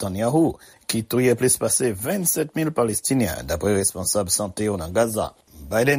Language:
Haitian Creole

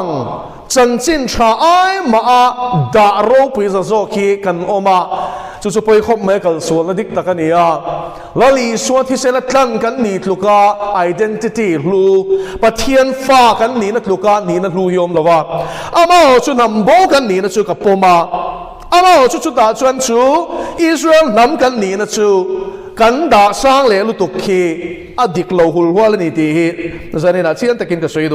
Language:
Mizo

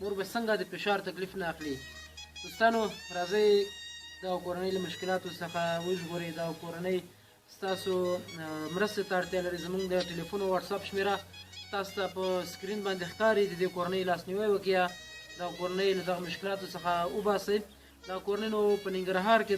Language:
Pashto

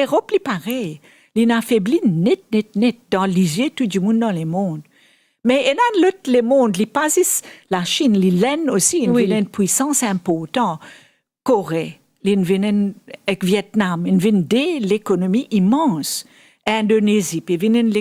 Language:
Morisyen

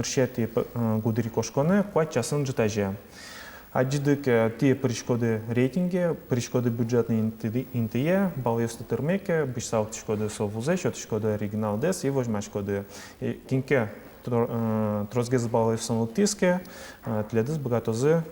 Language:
Udmurt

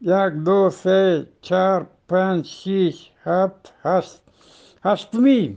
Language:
Eastern Balochi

